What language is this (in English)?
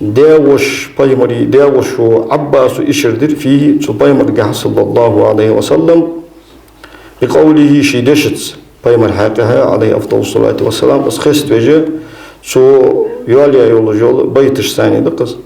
Ingush